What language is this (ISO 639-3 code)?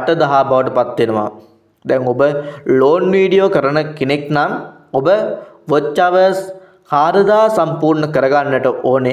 sin